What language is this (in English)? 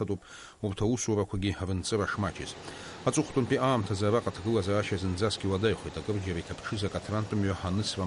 Abkhazian